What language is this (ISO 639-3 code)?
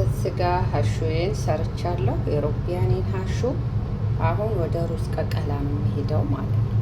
amh